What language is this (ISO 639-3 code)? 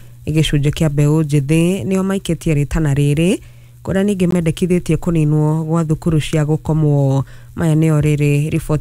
kik